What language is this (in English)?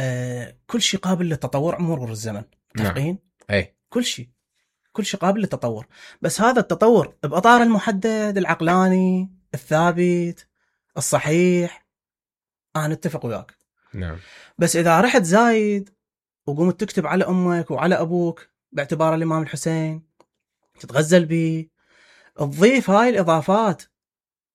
Mesopotamian Arabic